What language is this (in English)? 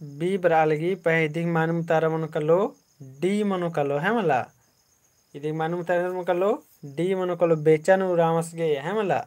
Kurukh